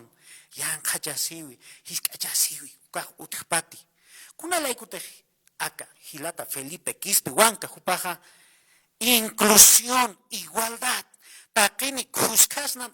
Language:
Aymara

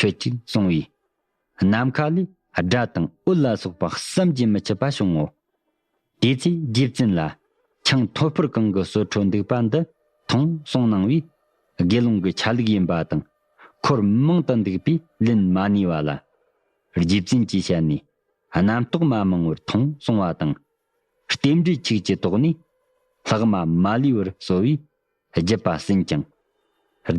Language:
Tibetan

